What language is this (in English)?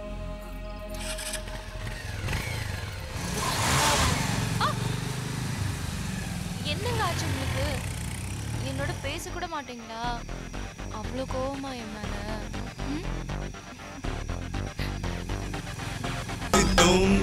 Tamil